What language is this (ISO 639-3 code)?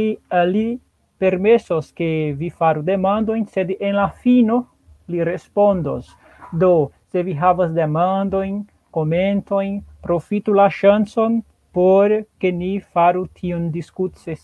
epo